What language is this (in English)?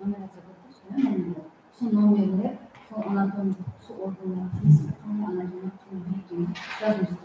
Kara-Kalpak